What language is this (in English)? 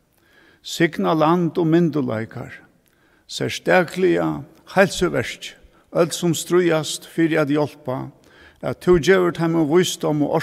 Faroese